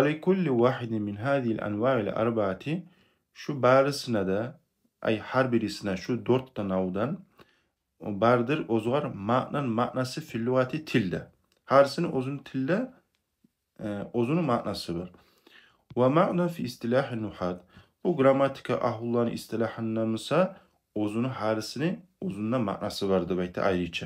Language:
Kumyk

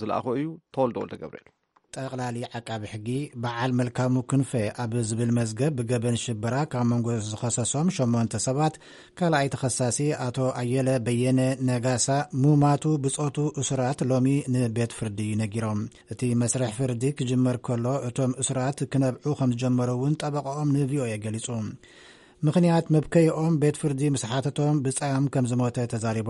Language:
Tigrinya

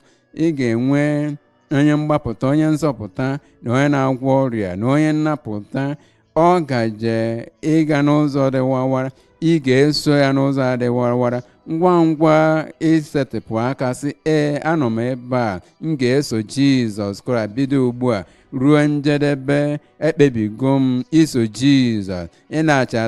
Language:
Igbo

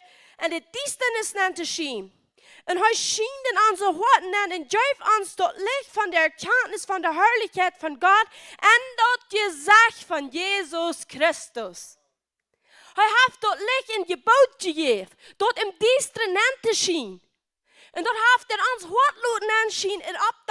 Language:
Plautdietsch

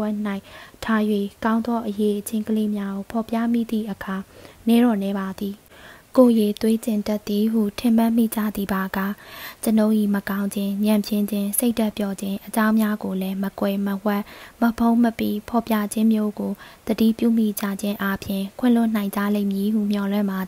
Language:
Burmese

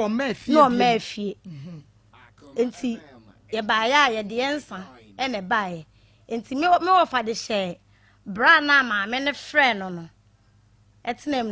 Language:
Akan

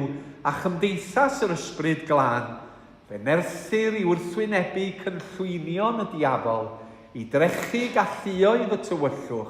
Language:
Welsh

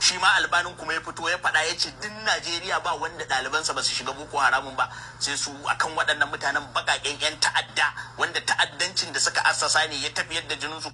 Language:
Hausa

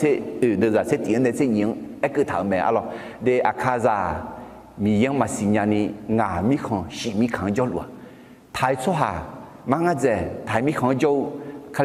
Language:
Akha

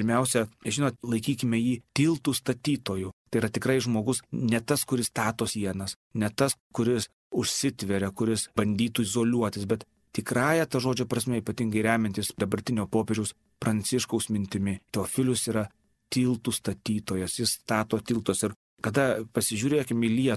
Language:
Lithuanian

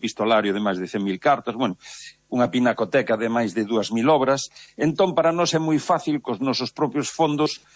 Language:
Galician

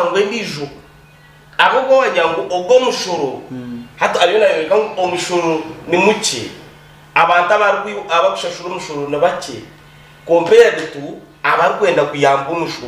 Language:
Nyankole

